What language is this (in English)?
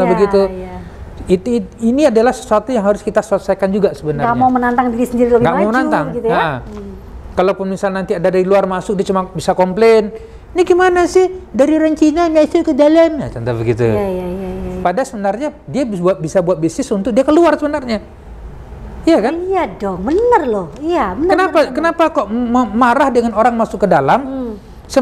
Indonesian